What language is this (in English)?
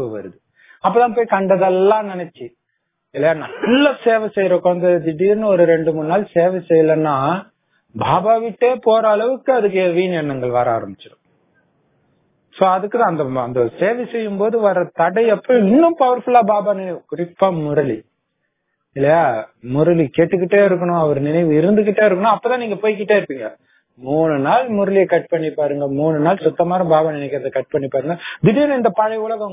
Tamil